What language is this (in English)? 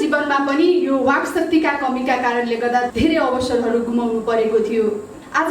Nepali